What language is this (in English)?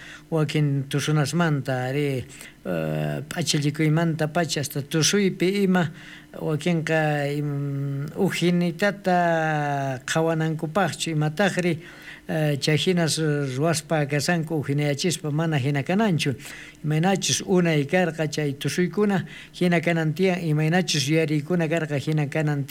South Bolivian Quechua